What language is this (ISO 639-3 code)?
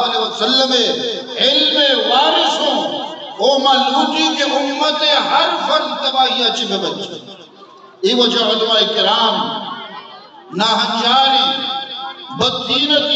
bgp